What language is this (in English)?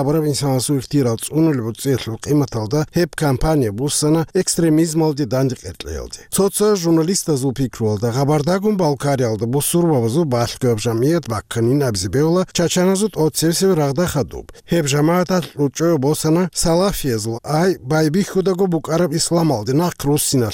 Avaric